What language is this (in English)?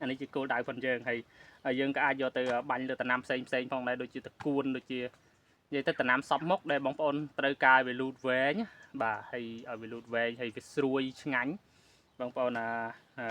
Khmer